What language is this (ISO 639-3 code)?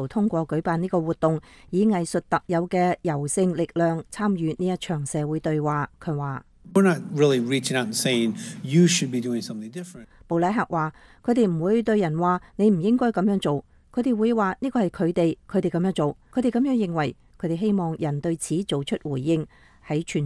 yue